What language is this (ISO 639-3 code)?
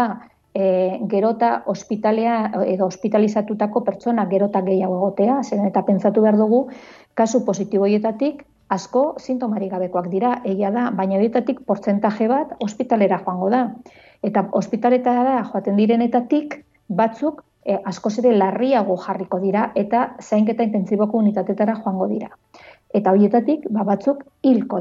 eus